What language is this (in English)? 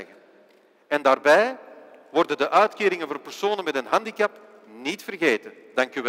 Dutch